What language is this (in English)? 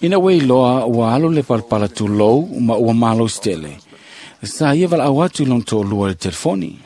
Samoan